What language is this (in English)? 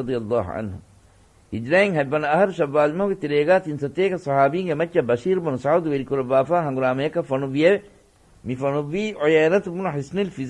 Divehi